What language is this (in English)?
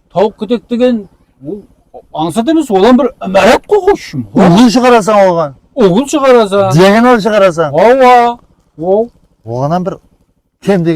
Kara-Kalpak